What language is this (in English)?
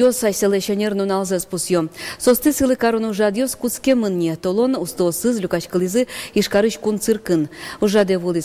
Udmurt